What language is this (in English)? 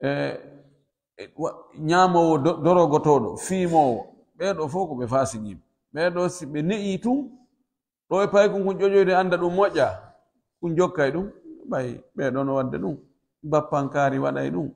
Pular